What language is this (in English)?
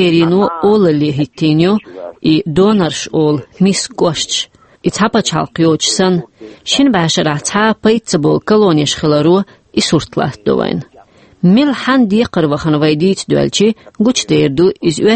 Chechen